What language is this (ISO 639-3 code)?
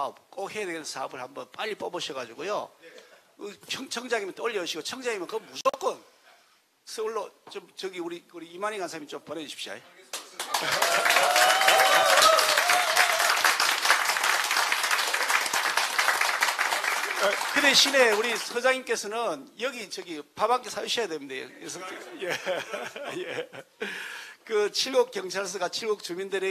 kor